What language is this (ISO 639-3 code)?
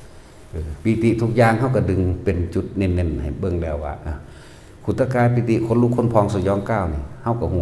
tts